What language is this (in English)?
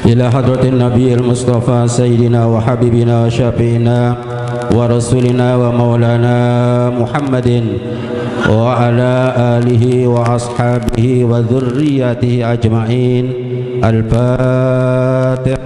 Sasak